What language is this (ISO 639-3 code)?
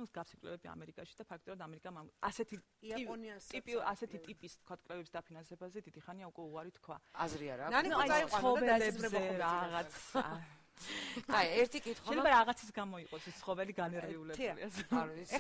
kat